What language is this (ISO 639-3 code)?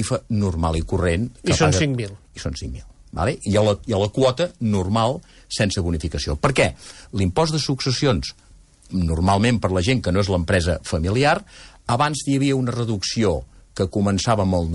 cat